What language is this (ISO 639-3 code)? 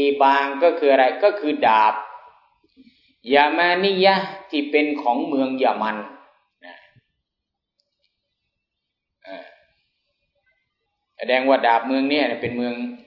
tha